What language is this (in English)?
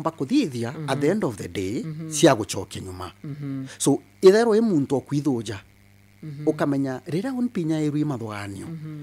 Meru